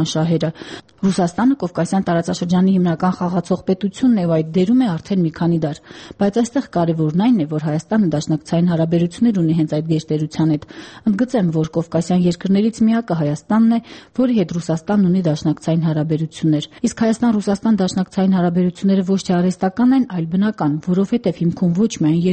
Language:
Armenian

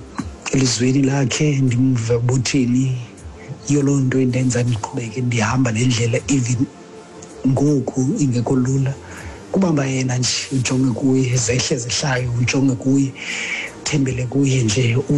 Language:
Xhosa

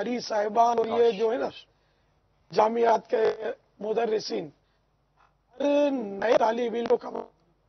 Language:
Urdu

